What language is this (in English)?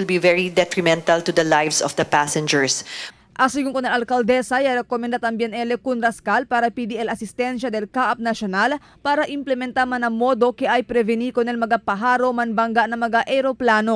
Chavacano